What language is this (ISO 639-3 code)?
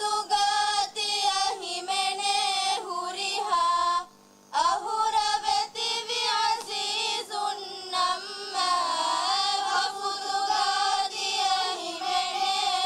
div